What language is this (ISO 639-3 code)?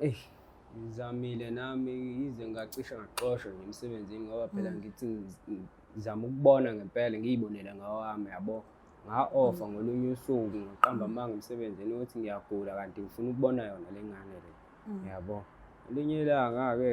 zul